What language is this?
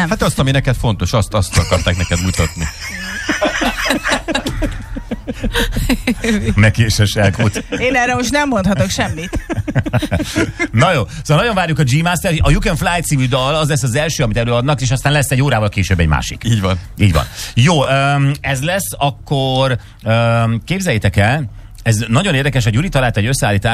Hungarian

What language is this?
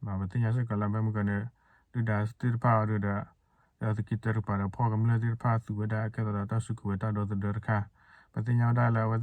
S'gaw Karen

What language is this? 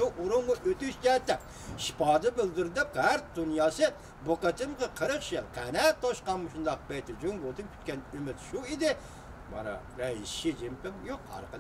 Uyghur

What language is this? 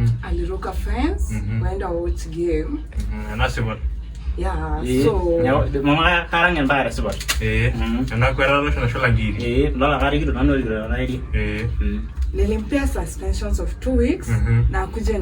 Masai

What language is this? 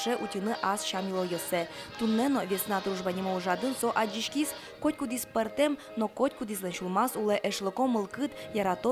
Udmurt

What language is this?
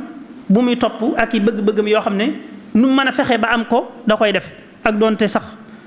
Wolof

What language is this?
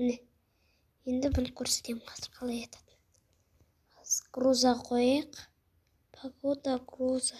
Kazakh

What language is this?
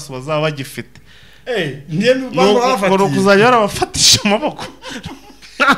Kinyarwanda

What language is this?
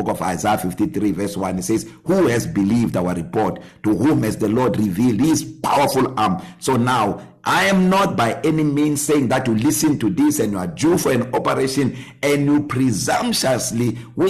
English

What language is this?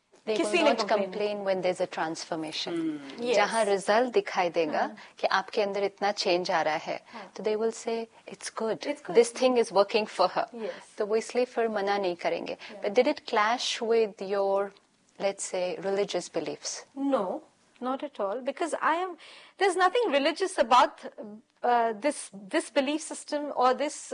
Hindi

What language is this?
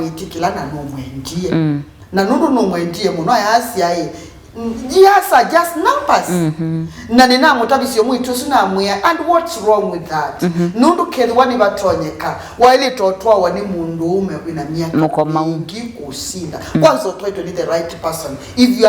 Kamba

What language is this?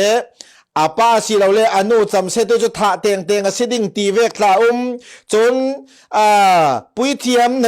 Falam Chin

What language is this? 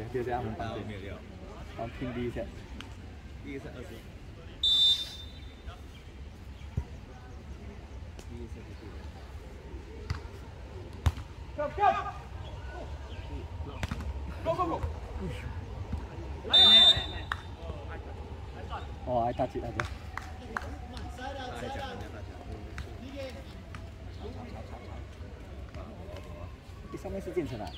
Chinese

